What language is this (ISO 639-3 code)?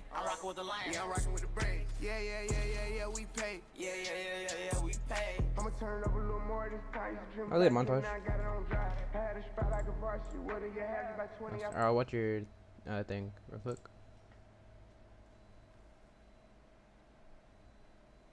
eng